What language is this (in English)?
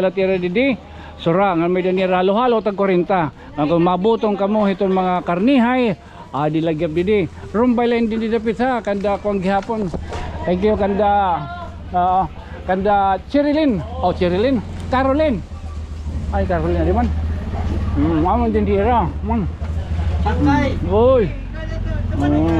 Waray